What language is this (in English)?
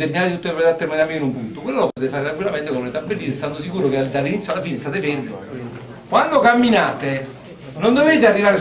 Italian